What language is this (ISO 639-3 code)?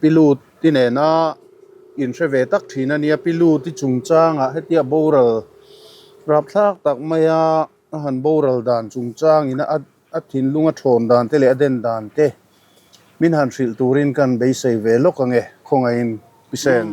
lus